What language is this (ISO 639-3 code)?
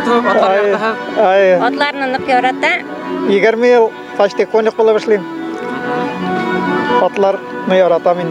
bak